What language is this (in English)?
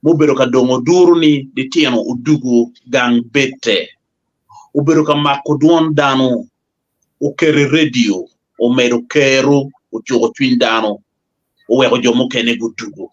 Acoli